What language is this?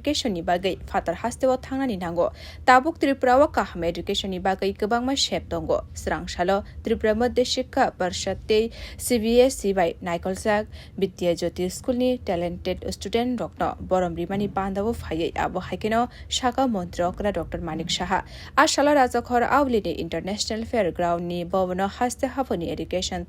Kok Borok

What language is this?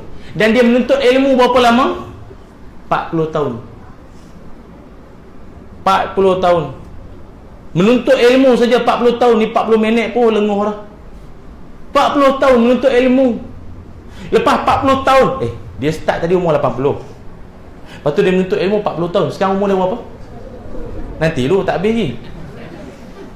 Malay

